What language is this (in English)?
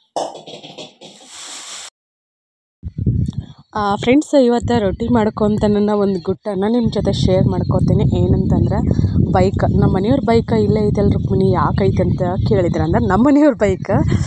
Kannada